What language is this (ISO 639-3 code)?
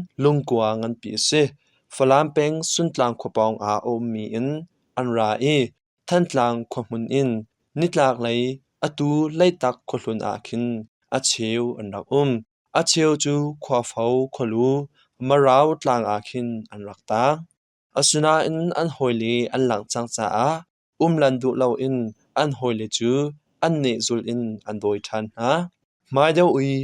cnh